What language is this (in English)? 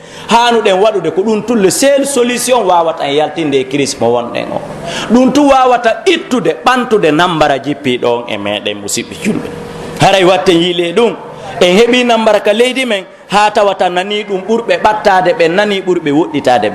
Pular